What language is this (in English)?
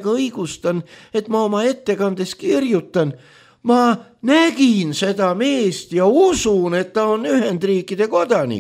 Estonian